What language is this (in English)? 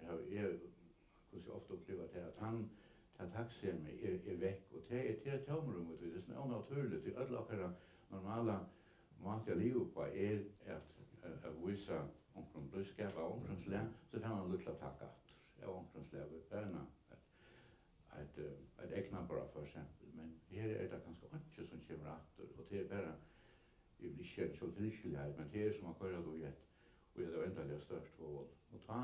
Faroese